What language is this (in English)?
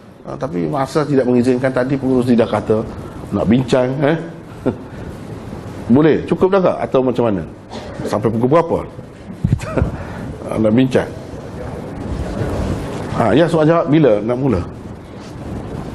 Malay